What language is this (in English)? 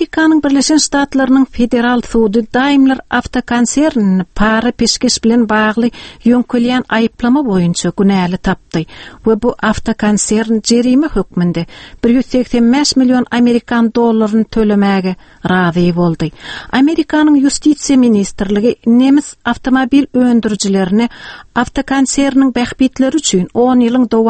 Turkmen